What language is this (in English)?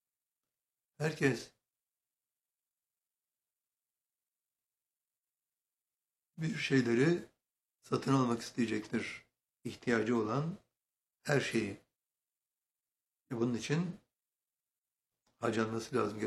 Turkish